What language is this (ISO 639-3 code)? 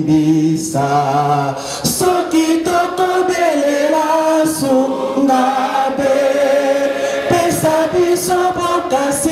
lin